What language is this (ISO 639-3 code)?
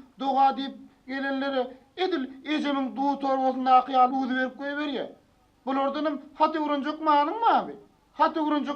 tuk